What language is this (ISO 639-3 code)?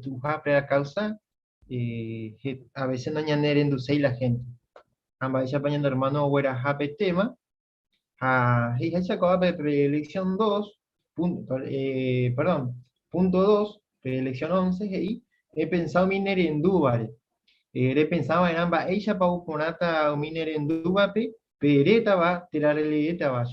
grn